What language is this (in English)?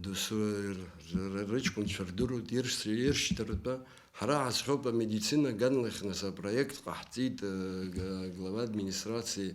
Abkhazian